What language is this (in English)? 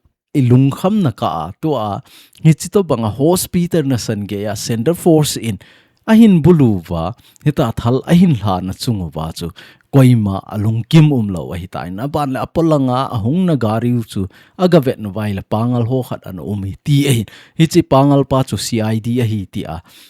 Thado Chin